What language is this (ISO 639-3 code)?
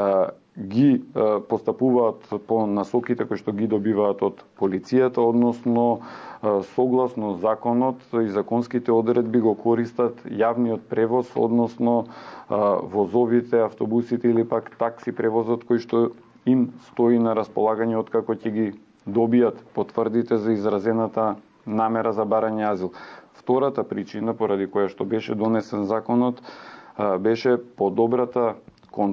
mkd